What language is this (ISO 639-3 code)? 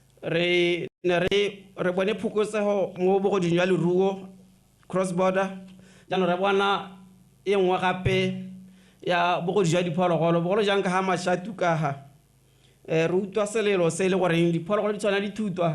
tsn